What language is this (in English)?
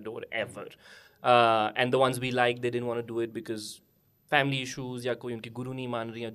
Hindi